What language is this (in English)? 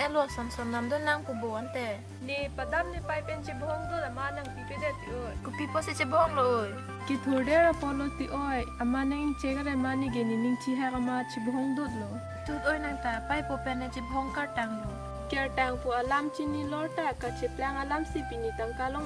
Karbi